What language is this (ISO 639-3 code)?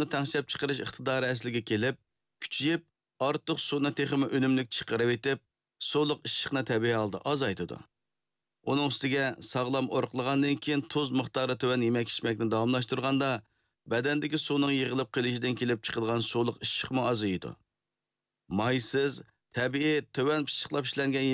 uig